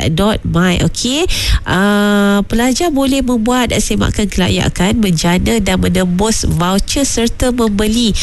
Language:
Malay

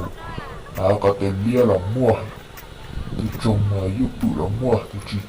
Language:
Hmong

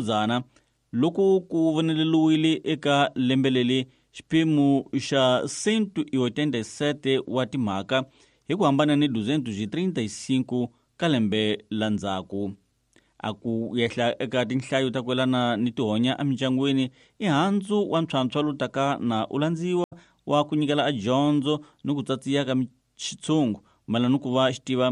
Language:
Tsonga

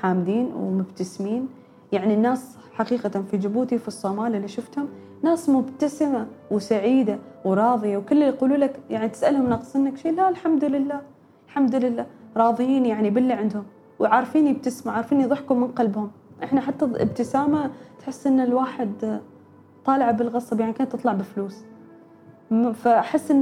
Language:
Gulf Arabic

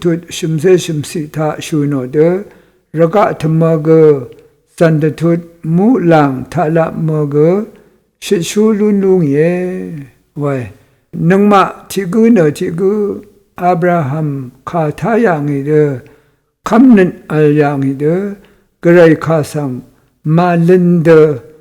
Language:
Rawang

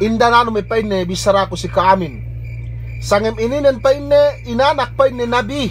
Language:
Yakan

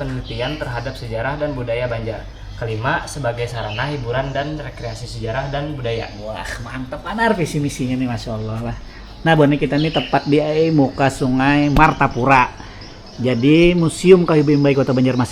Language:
Banjar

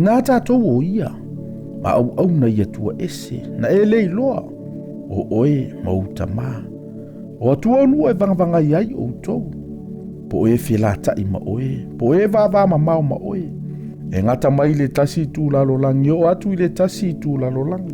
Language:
Samoan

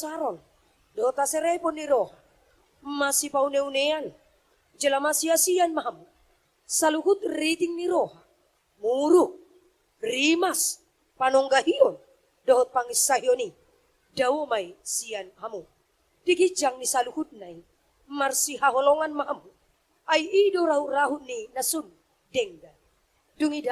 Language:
Batak Toba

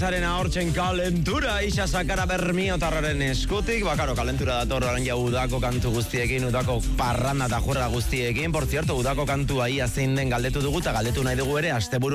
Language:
Basque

